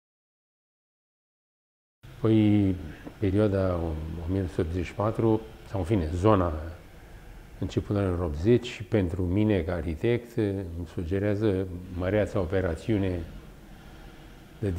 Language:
Romanian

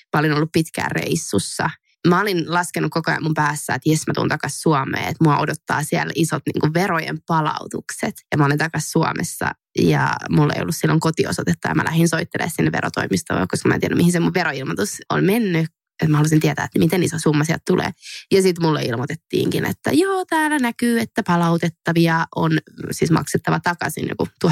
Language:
Finnish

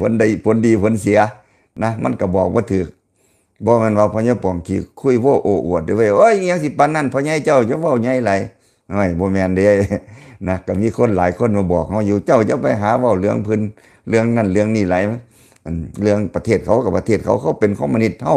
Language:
Lao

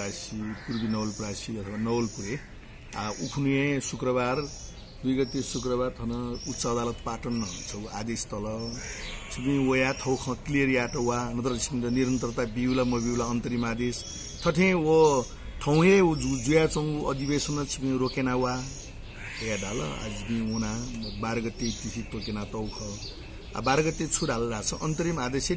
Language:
Newari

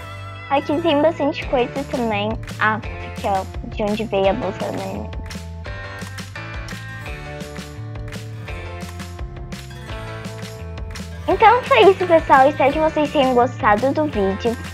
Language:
Portuguese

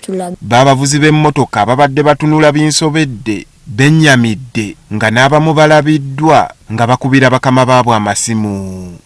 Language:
Ganda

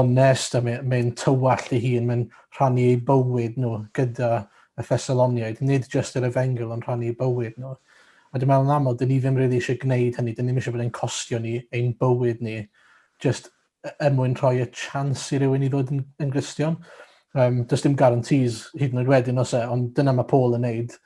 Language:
Welsh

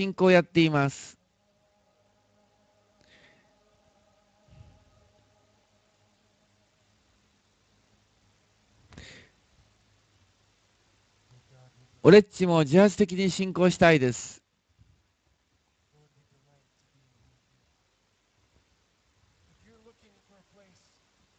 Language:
Japanese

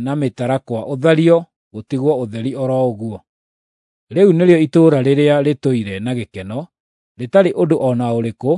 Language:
Kikuyu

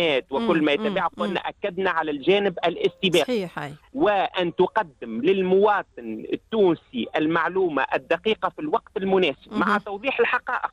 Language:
Tunisian Arabic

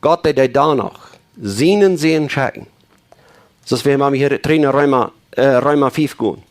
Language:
Plautdietsch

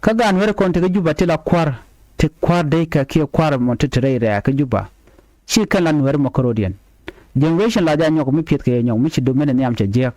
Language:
Nuer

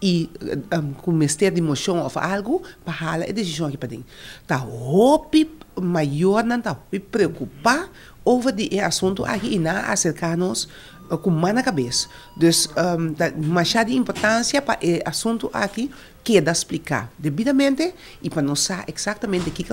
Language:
Papiamento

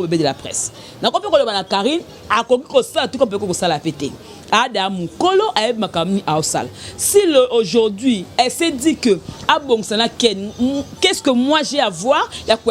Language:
Lingala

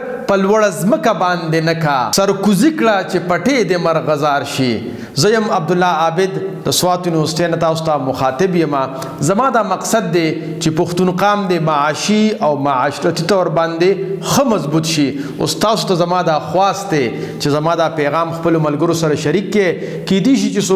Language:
Pashto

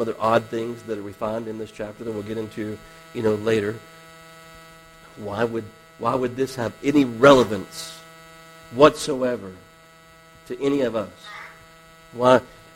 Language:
English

